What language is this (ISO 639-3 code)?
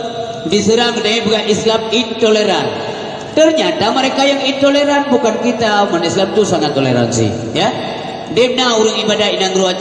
ace